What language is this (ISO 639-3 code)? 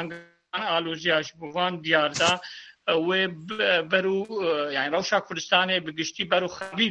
kur